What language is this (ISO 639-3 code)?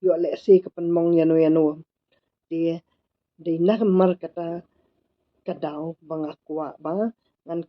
kha